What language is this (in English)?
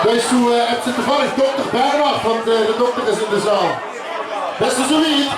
Limburgish